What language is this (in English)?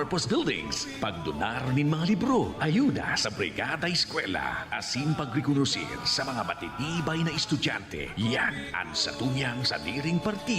Bikol